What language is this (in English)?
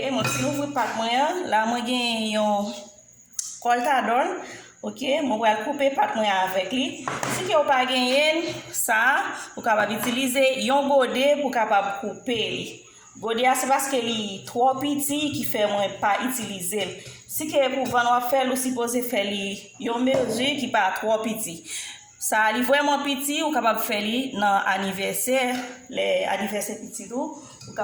Haitian Creole